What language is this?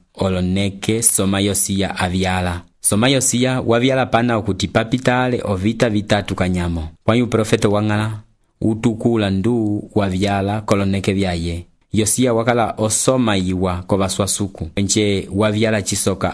Umbundu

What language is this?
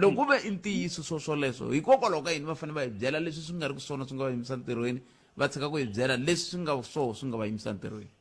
Tsonga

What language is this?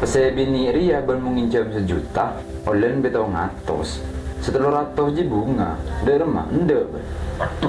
Madurese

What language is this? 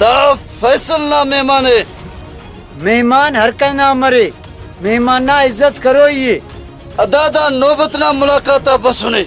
Brahui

